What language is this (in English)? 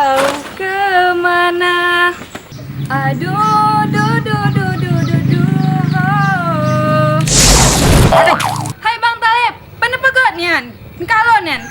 Achinese